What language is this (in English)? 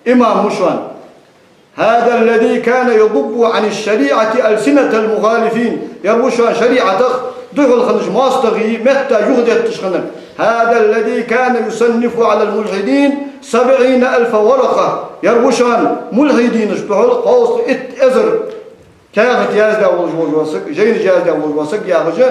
Ingush